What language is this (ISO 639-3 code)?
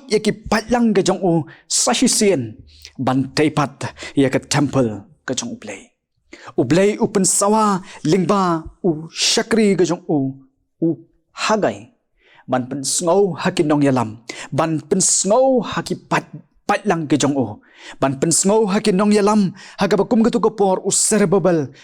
kha